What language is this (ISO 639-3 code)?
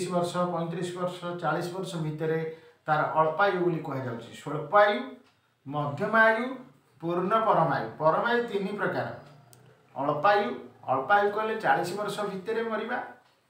ori